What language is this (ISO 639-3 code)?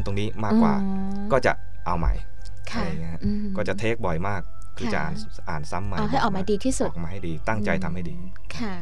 tha